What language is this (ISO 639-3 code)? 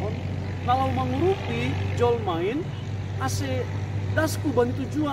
bts